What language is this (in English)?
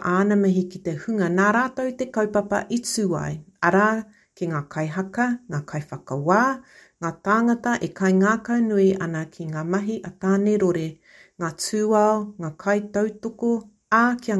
Māori